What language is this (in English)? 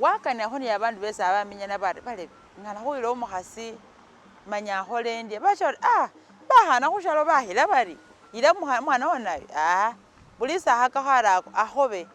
Masaaba